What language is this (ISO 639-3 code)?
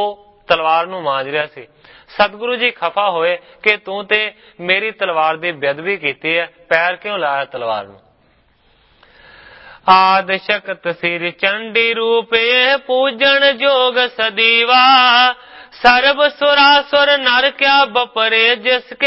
pan